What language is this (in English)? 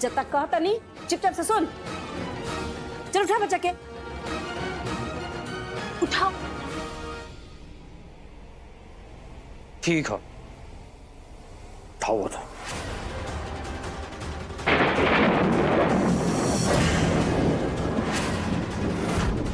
Bhojpuri